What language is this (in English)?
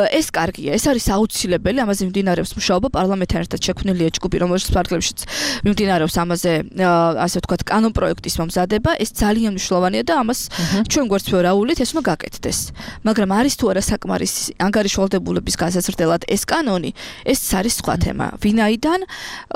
Georgian